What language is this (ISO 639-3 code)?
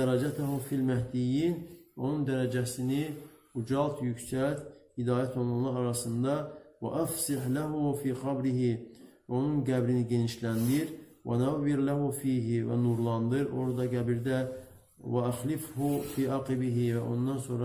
aze